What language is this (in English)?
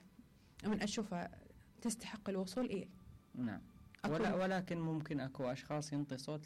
Mesopotamian Arabic